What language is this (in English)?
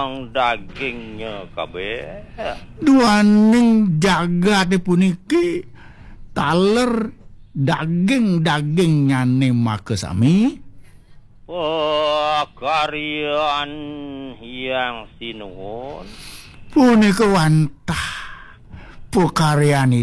Balinese